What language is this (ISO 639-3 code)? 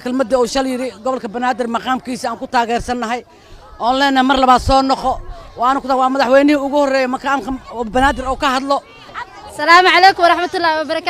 som